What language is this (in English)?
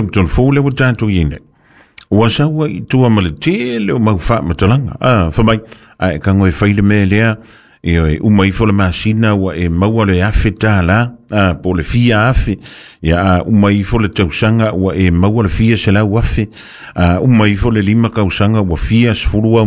Samoan